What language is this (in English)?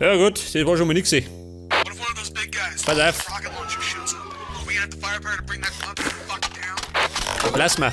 Bavarian